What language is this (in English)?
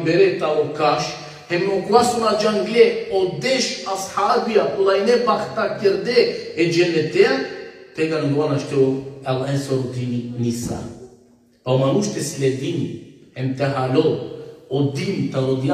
Balkan Romani